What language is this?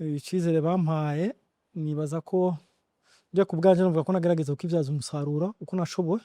Rundi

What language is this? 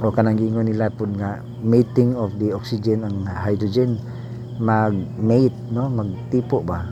Cebuano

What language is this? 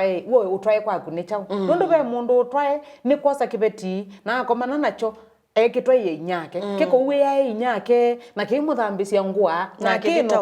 Kamba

